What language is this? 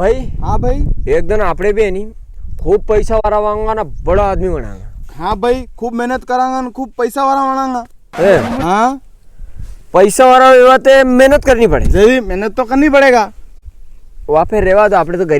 Rajasthani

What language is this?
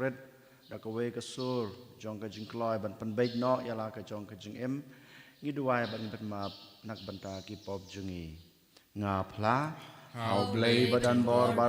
Khasi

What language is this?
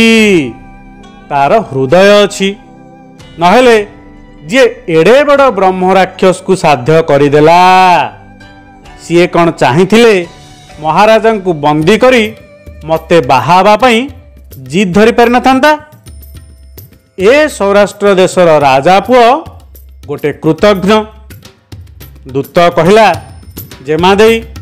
Odia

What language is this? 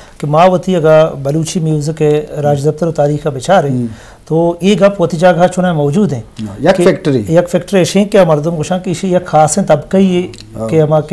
Eastern Balochi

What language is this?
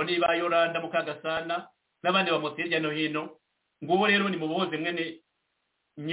Kinyarwanda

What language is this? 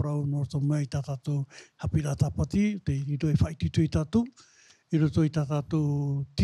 Tahitian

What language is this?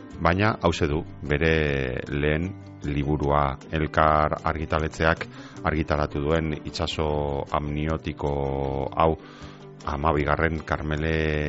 Basque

